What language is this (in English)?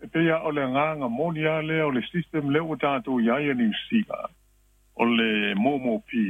Samoan